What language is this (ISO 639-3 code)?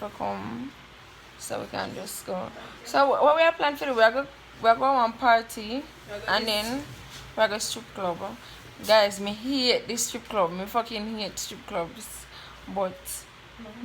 jam